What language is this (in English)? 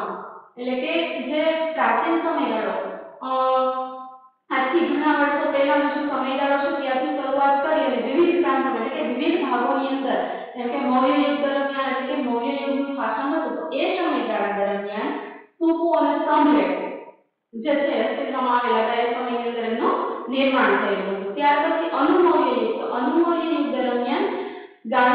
Gujarati